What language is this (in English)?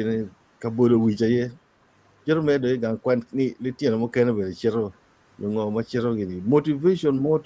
Acoli